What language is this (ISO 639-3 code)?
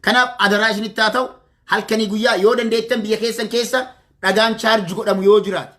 orm